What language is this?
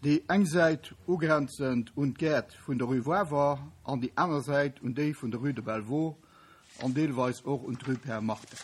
Luxembourgish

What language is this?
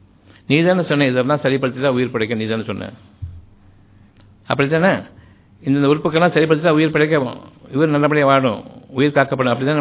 Tamil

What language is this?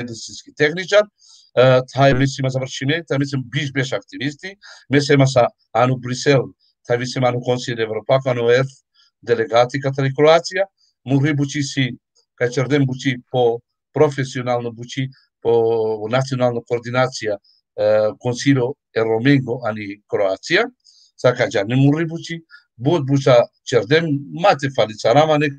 Balkan Romani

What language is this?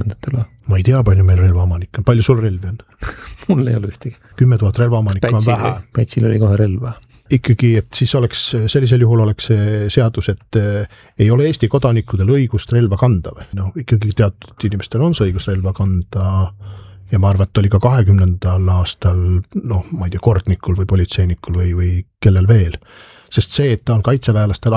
Estonian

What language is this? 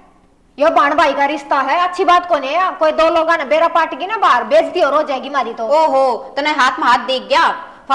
Haryanvi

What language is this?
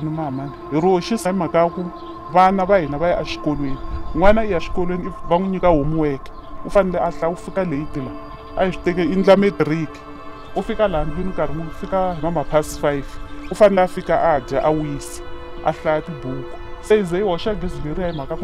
Tsonga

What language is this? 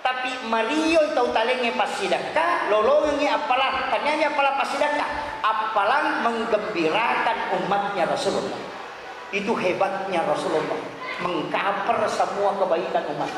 Buginese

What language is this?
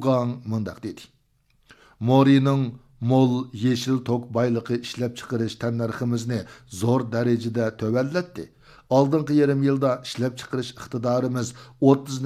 Uyghur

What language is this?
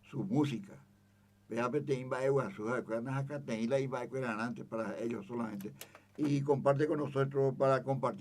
Guarani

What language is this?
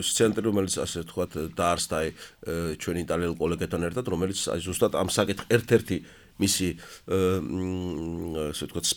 Georgian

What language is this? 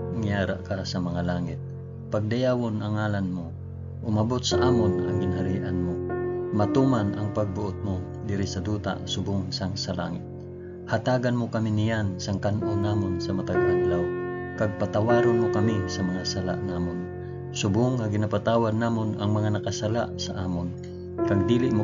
Hiligaynon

